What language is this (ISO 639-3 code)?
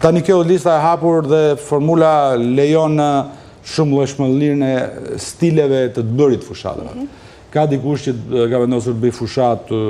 sqi